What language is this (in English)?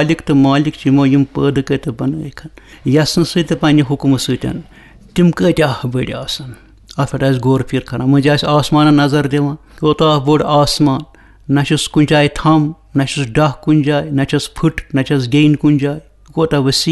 Kashmiri